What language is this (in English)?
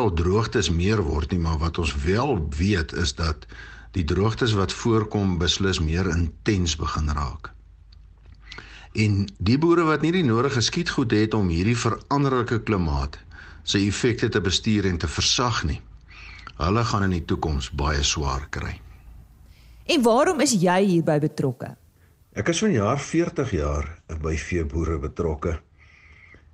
Afrikaans